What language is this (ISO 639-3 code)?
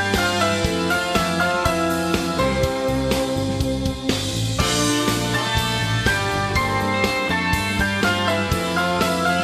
fin